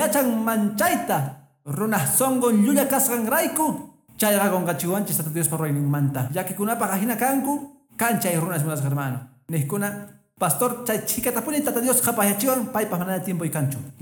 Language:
Quechua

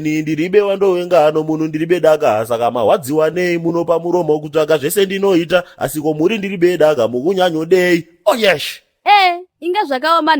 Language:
Shona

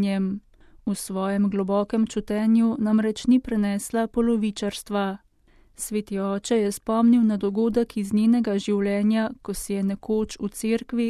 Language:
Slovenian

